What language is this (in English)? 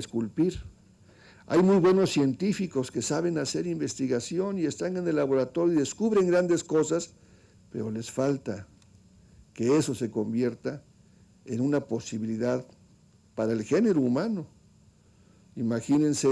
Spanish